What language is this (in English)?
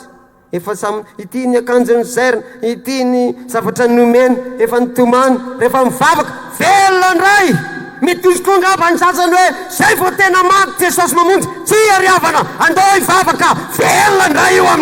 Malagasy